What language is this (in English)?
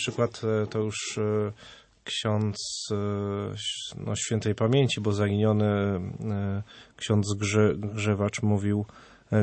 Polish